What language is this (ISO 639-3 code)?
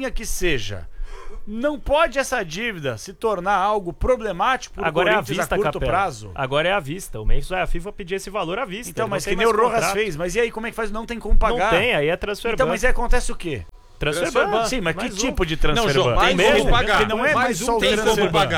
por